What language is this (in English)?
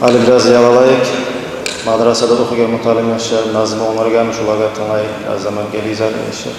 Kumyk